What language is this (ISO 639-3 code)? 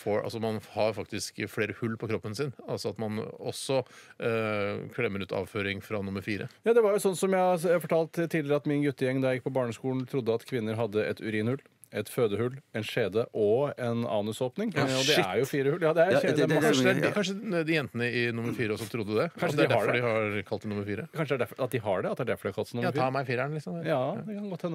nor